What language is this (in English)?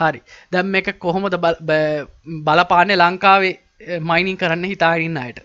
Sinhala